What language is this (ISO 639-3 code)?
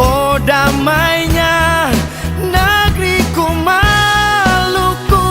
abs